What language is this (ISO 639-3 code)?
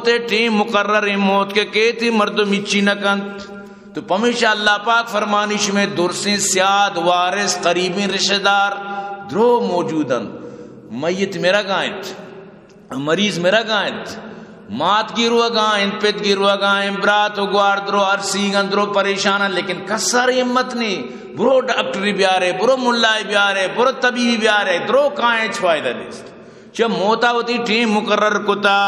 bgp